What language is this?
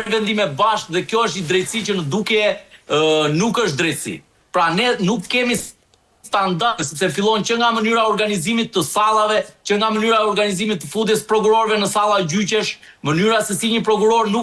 Albanian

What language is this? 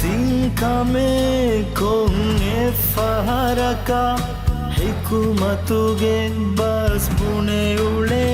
Divehi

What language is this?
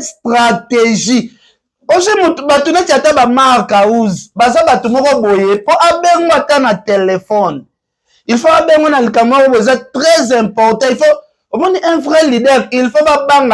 Lingala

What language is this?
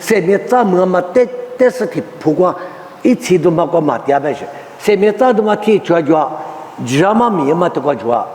Lisu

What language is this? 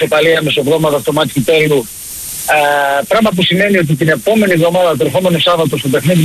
Greek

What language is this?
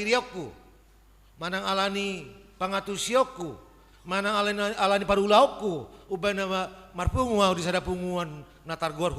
Batak Toba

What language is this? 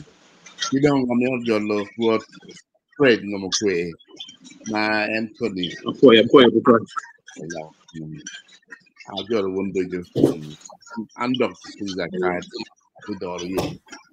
Acoli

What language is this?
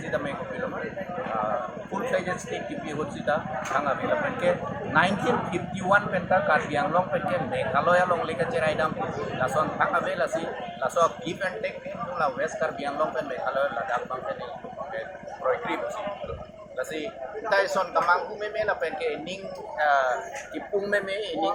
Karbi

